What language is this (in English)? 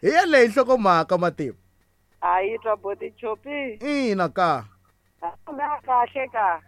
Tsonga